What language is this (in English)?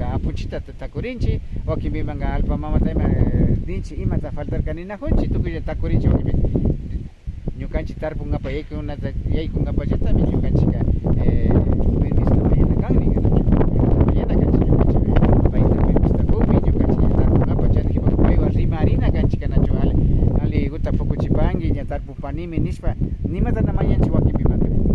Imbabura Highland Quichua